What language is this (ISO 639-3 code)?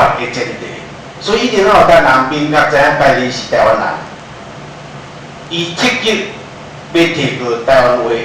nan